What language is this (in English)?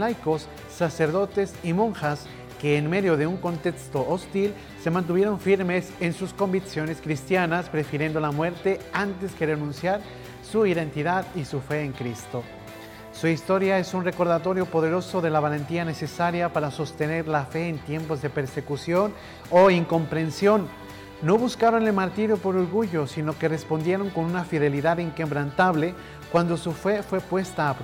Spanish